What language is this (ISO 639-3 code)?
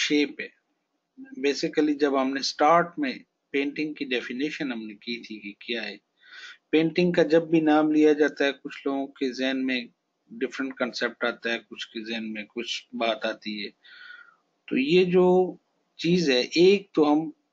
hin